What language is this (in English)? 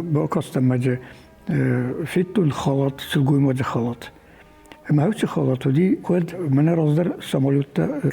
Ossetic